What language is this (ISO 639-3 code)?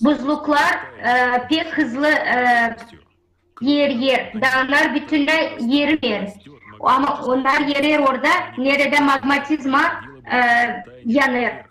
gag